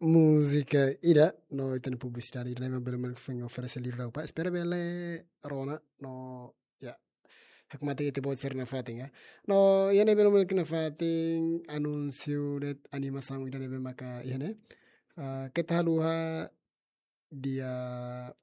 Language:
Tetum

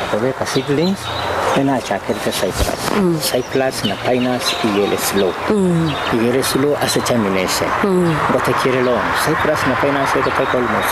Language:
Gusii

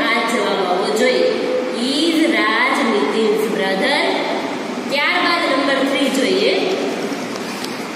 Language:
Gujarati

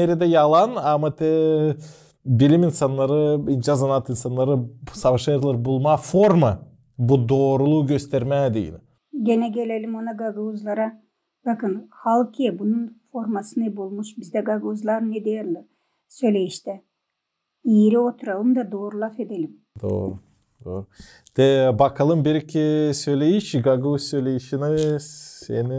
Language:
Gagauz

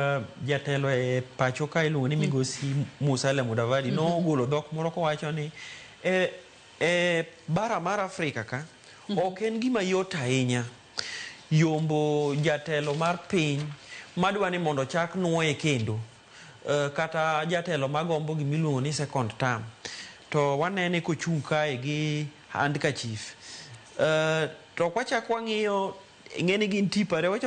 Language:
Luo (Kenya and Tanzania)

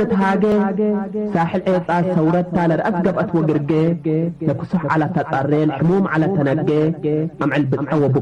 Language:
Tigre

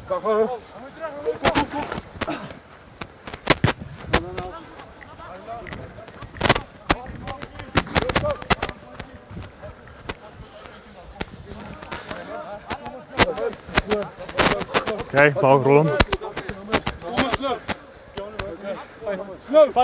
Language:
Afrikaans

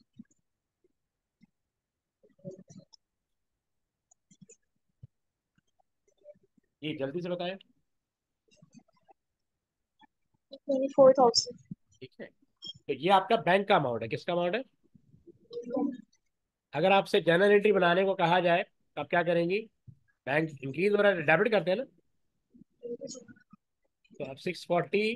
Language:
Hindi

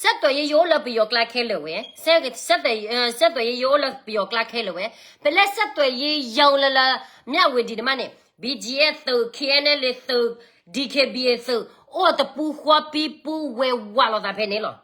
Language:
S'gaw Karen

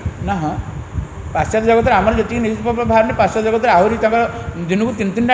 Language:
Odia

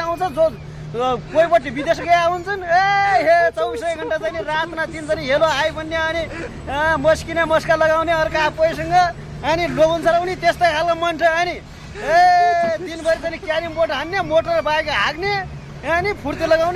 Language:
Nepali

